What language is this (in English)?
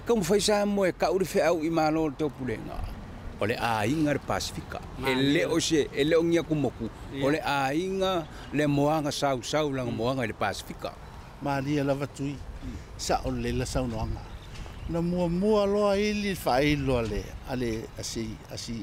Samoan